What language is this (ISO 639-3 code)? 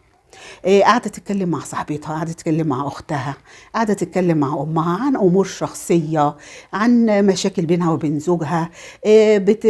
arz